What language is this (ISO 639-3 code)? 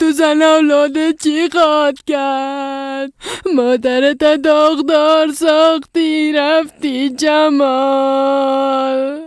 fas